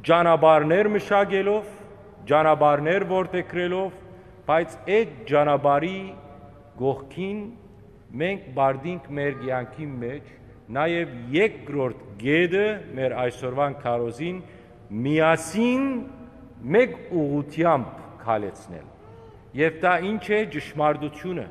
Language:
Western Armenian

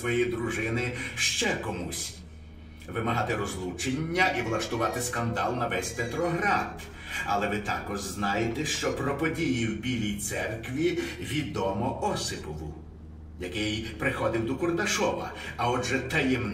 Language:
Ukrainian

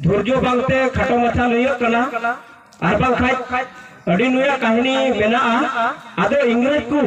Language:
Santali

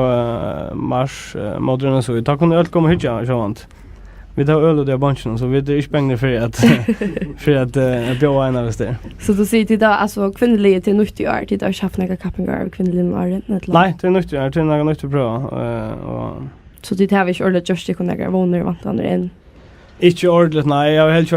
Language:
Faroese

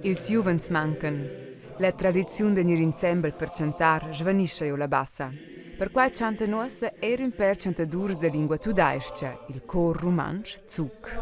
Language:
Romansh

